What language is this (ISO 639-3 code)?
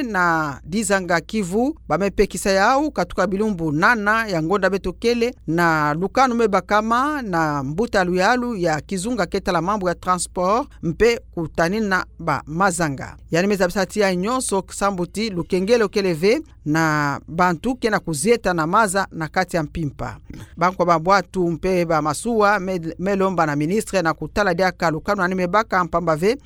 ktu